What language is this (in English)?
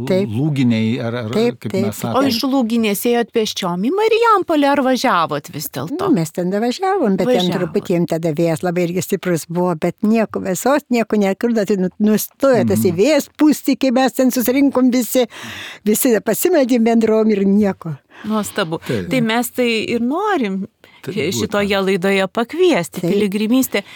Lithuanian